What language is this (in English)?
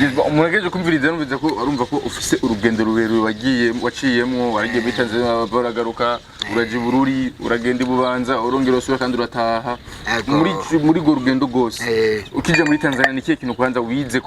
Rundi